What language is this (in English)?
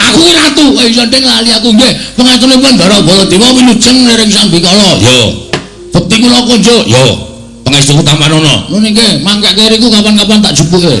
Javanese